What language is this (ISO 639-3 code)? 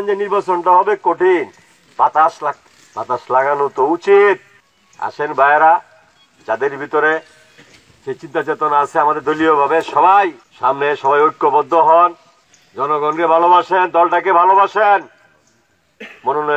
ben